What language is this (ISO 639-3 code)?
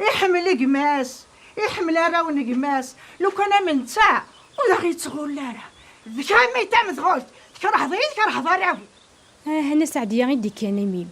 kab